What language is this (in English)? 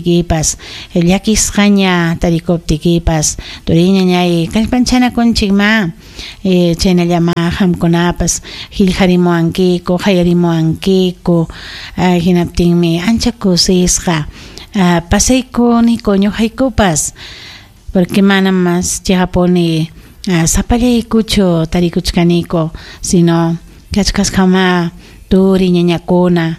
Ayacucho Quechua